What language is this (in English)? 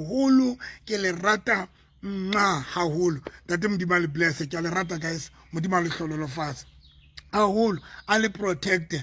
Southern Sotho